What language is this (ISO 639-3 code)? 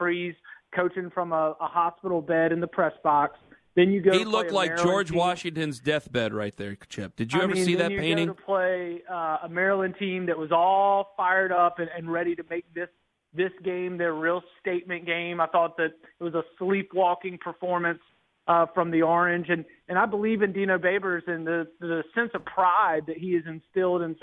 eng